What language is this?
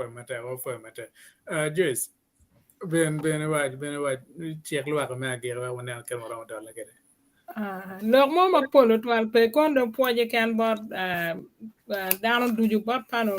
Acoli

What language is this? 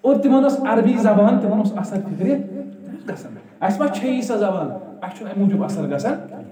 Kashmiri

